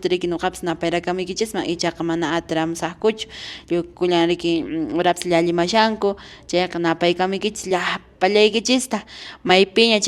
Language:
Quechua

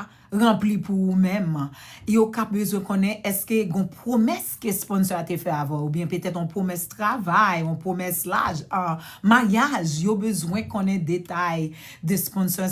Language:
Haitian Creole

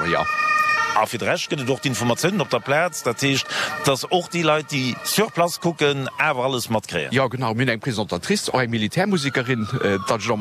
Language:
Luxembourgish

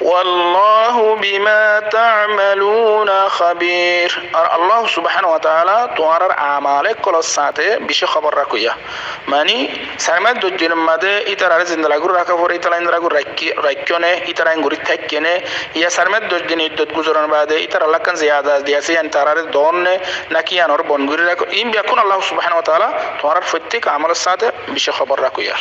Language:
Rohingya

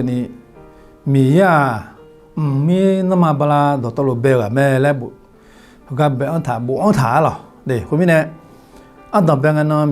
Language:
Akha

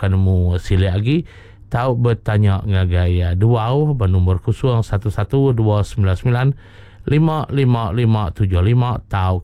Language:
Iban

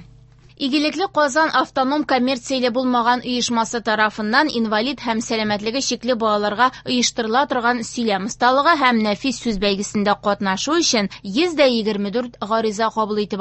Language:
Tatar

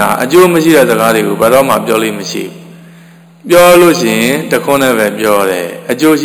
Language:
Burmese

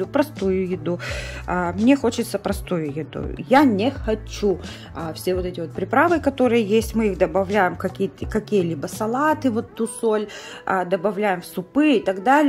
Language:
Russian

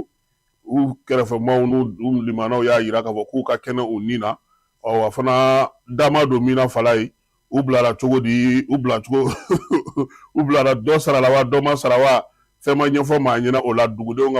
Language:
Bambara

